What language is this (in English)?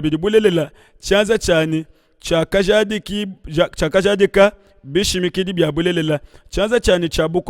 Luba-Lulua